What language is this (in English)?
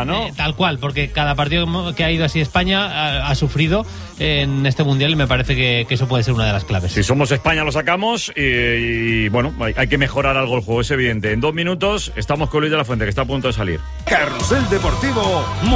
Spanish